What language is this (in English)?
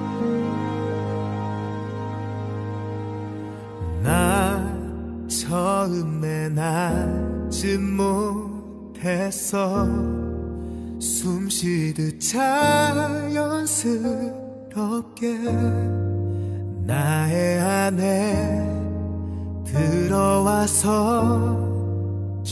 Korean